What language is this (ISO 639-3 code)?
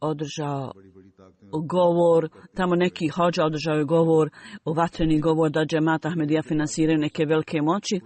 bos